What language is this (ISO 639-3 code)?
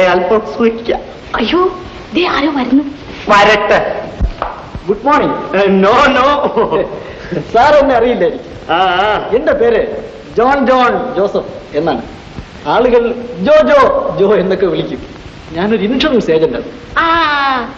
mal